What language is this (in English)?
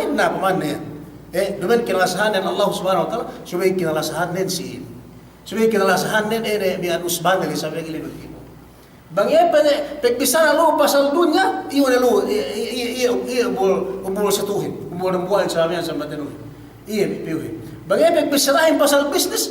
Yakan